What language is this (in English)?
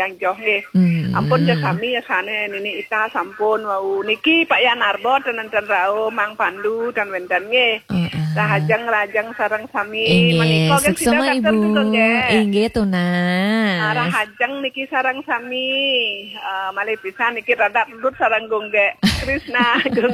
Balinese